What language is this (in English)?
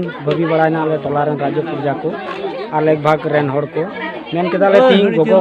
Santali